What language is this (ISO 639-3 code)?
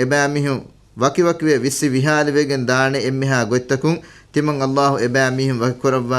div